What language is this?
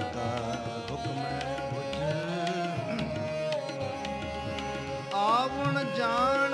Punjabi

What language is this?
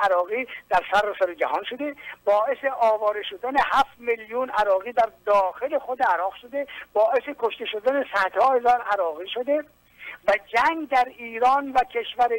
Persian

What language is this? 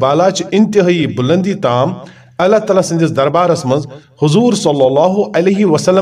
Kashmiri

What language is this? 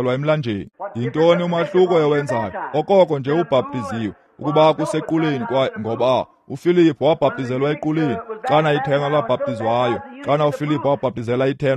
Xhosa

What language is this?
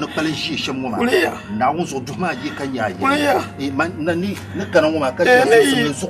Dagbani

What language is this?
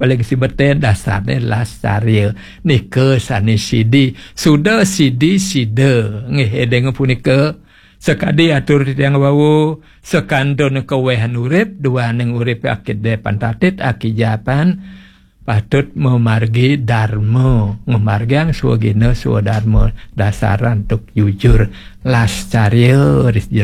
Balinese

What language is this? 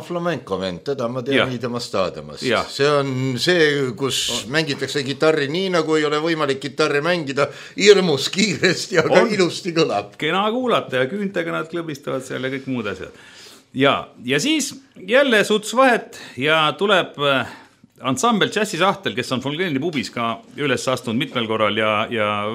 Estonian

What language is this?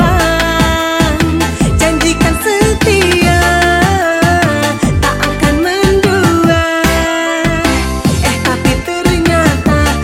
Indonesian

